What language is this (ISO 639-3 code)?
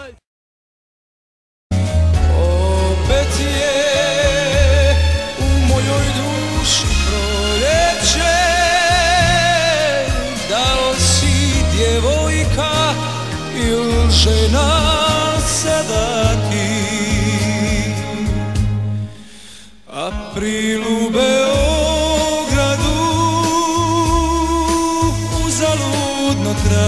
srp